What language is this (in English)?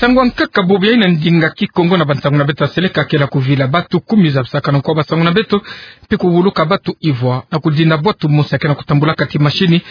Kituba (Democratic Republic of Congo)